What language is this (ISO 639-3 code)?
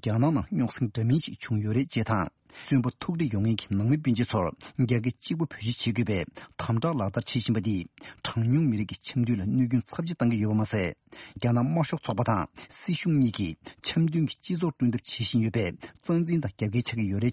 bod